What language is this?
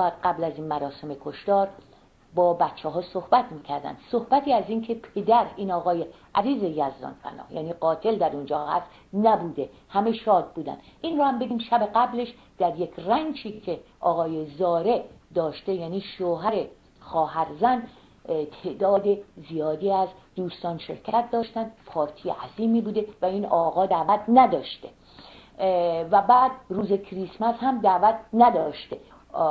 Persian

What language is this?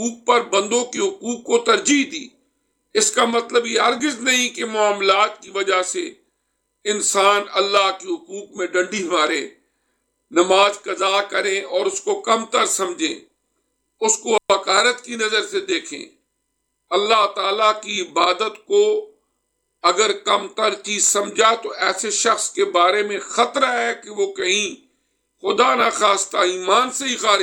Urdu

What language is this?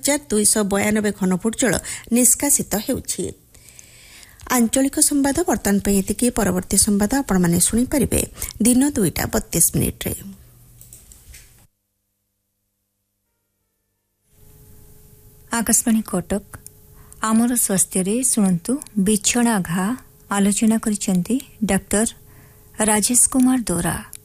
Odia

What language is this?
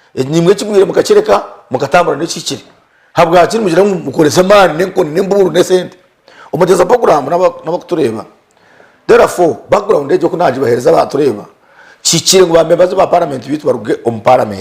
Nyankole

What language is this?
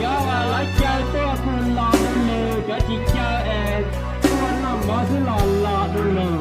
Hmong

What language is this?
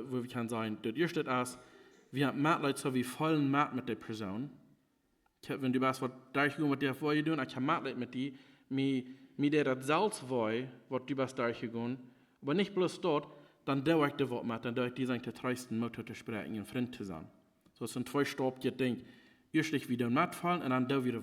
Plautdietsch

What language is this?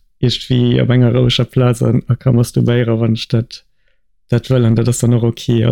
Luxembourgish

